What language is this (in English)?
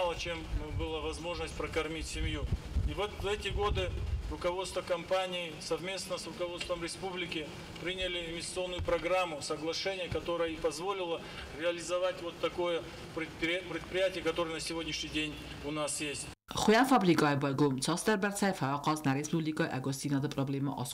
Ossetic